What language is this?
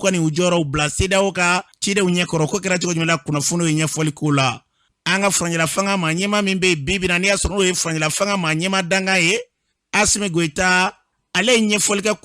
Bambara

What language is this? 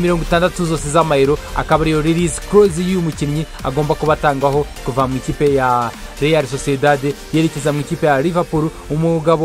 Kinyarwanda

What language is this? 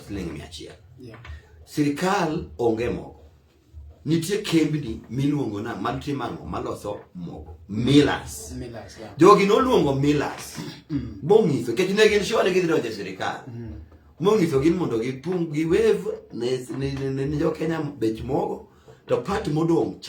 Luo (Kenya and Tanzania)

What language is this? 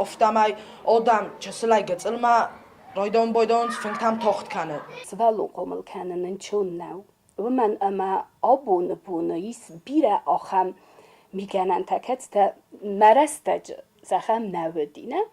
Ossetic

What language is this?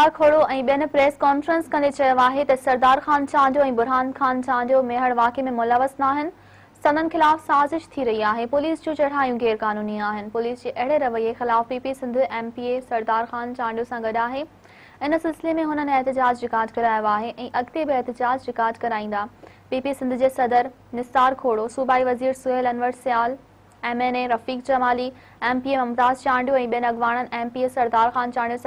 Sindhi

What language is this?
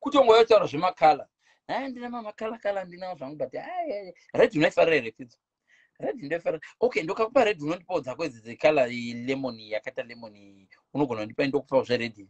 Shona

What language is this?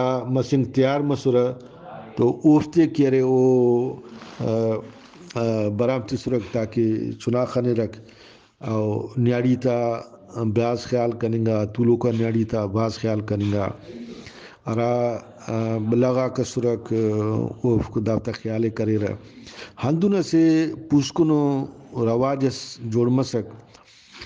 Brahui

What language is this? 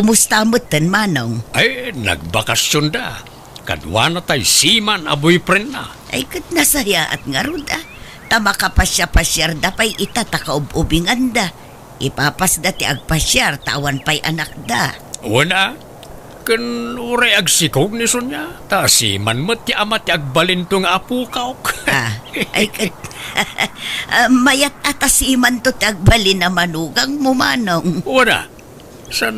Iloko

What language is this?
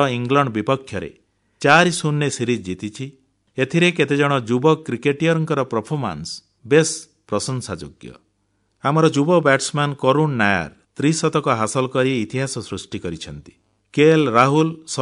Odia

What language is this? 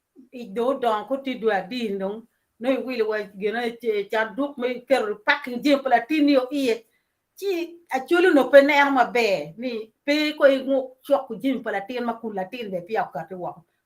Acoli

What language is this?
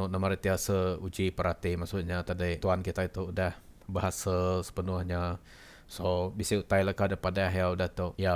Iban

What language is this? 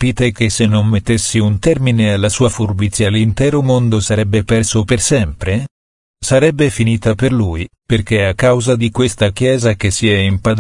Italian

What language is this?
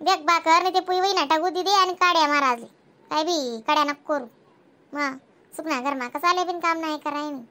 Khandesi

